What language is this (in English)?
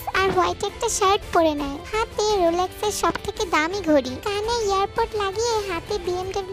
Bangla